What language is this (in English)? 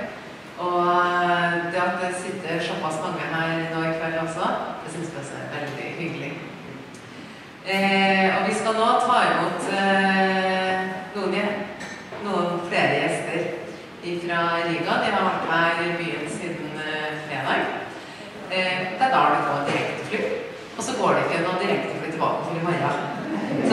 Norwegian